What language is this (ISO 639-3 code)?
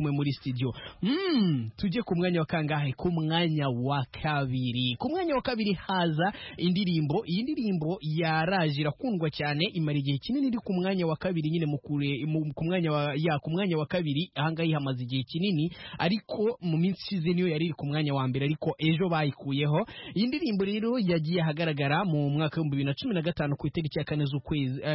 kin